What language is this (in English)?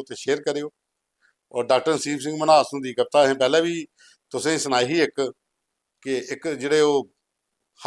Dogri